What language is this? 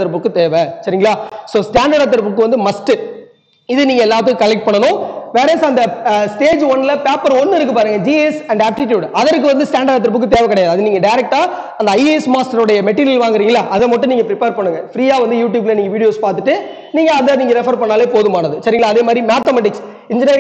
Tamil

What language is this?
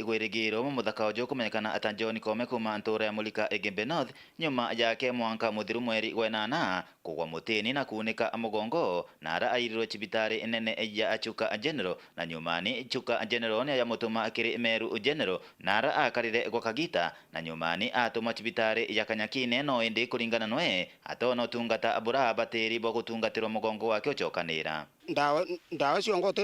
Meru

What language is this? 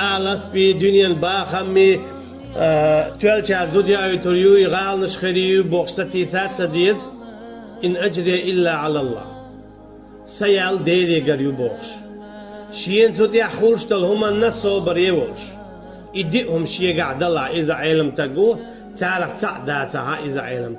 Chechen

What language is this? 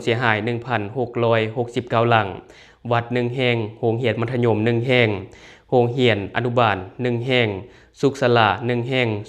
Lao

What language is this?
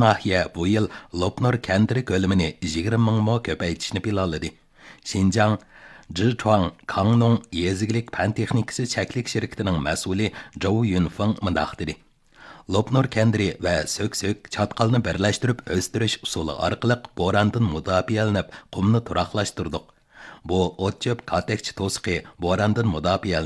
Uyghur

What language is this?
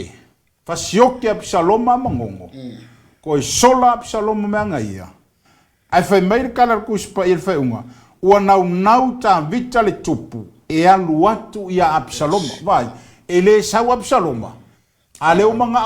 Samoan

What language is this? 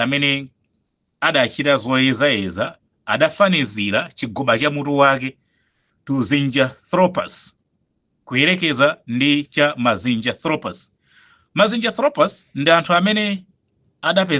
Nyanja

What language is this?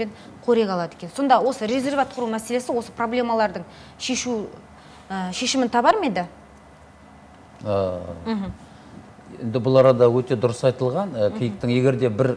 Kazakh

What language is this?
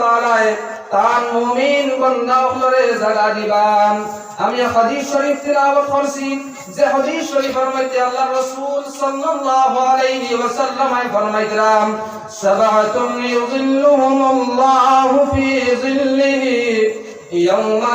Sylheti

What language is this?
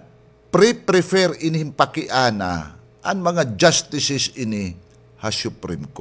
Waray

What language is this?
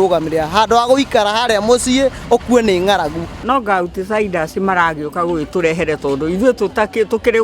Kikuyu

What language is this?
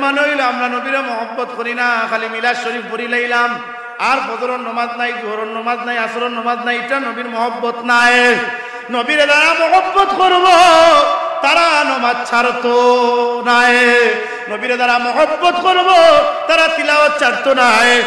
Sylheti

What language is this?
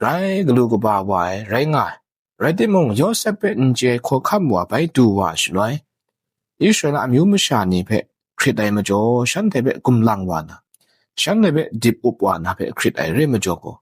Kachin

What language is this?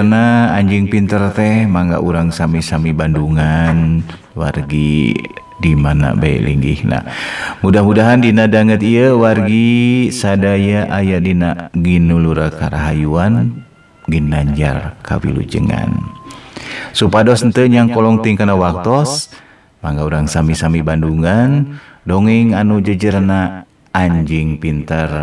Sundanese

